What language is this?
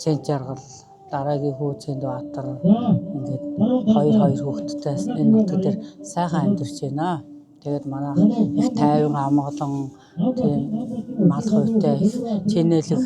Mongolian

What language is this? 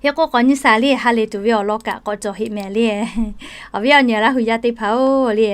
Lahu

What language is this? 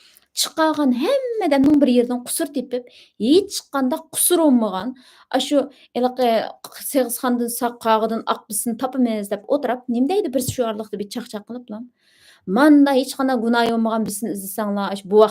Uyghur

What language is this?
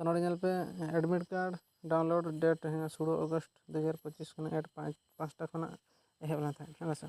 Santali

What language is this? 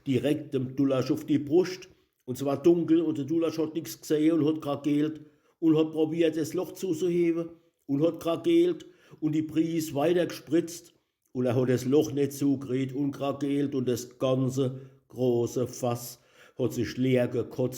Palatine German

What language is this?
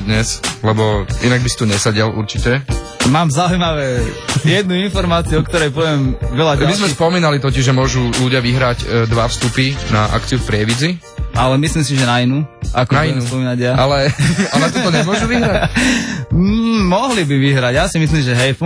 Slovak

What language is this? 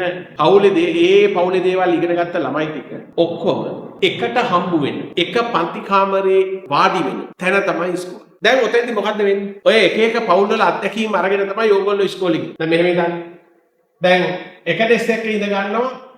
Sinhala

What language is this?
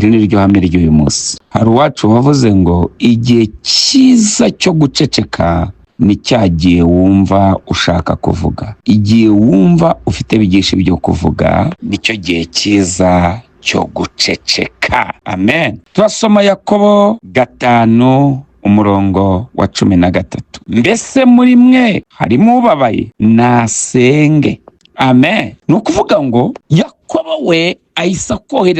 Kinyarwanda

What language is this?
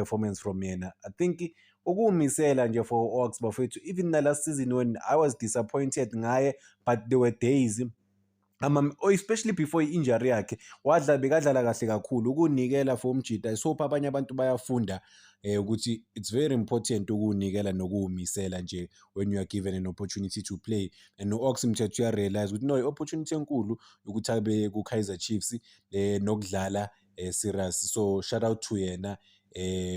Zulu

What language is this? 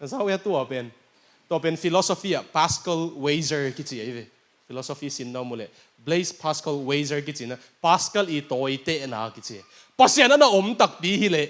Tedim Chin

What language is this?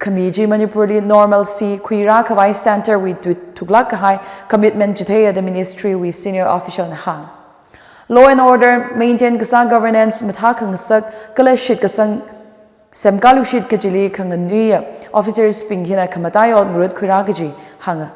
Tangkhul Naga (India)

